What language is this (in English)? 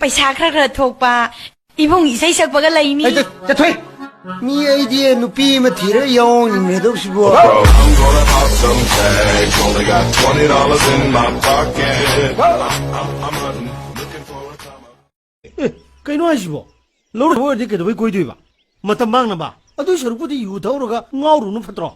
Manipuri